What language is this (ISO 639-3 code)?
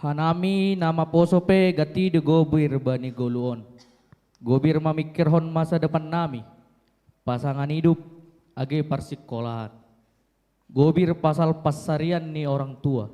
bts